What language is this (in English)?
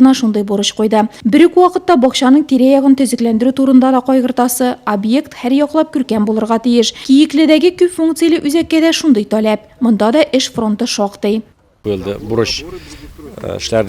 Tatar